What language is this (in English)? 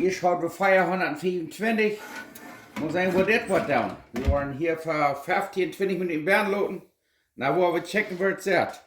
Plautdietsch